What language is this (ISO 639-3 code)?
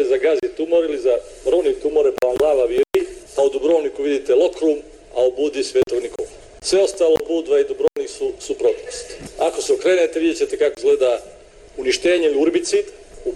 hrv